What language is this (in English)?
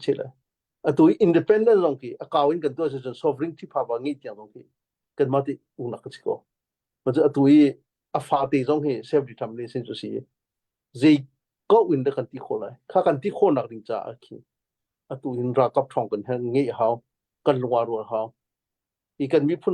Hakha Chin